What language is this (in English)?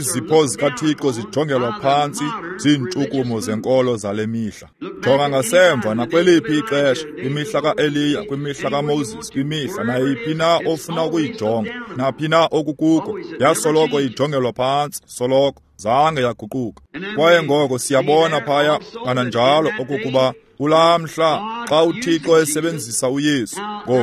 Xhosa